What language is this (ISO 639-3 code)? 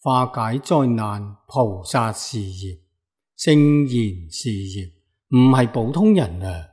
yue